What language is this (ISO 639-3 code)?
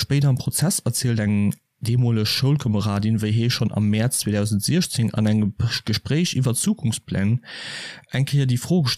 ltz